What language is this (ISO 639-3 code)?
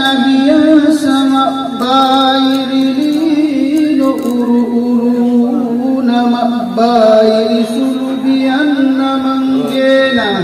mak